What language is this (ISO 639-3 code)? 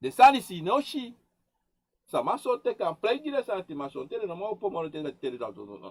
srn